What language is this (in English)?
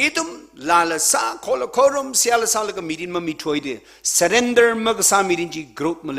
Tangkhul Naga (India)